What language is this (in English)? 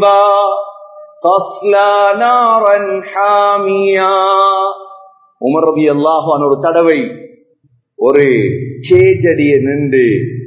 Tamil